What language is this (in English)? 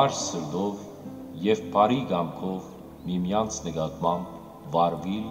Western Armenian